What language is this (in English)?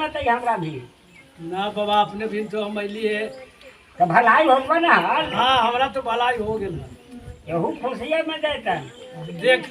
Magahi